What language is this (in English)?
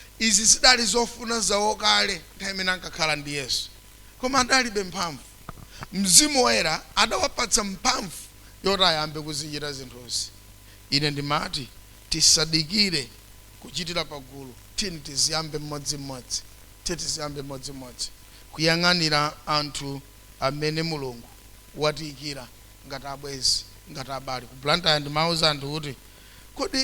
Nyanja